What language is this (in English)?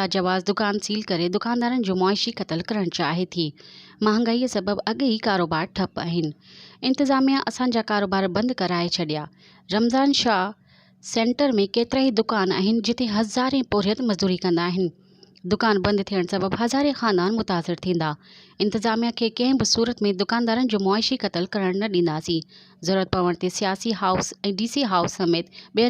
Sindhi